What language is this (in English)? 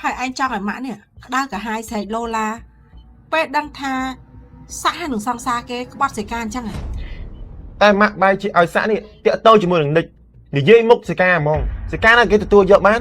Khmer